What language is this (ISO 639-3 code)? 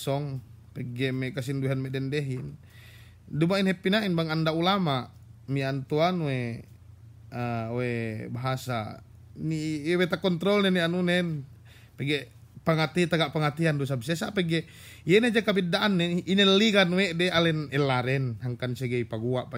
yka